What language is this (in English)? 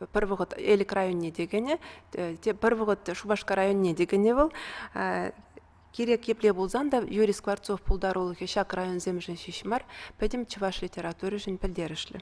Chuvash